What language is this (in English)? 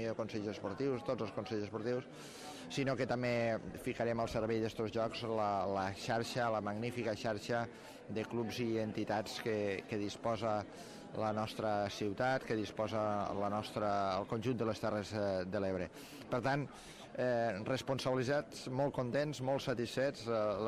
Catalan